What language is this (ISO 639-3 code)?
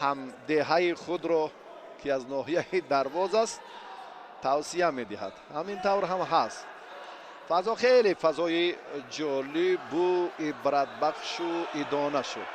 tgk